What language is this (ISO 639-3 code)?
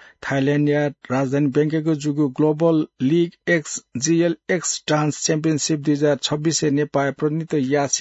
new